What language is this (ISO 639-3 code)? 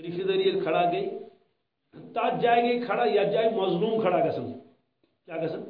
kas